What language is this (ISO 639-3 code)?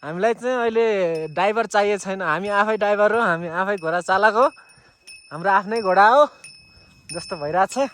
nep